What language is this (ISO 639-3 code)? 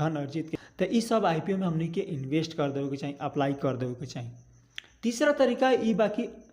bho